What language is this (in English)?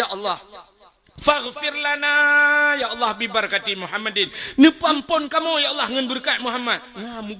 Achinese